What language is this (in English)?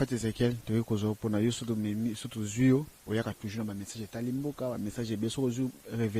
Lingala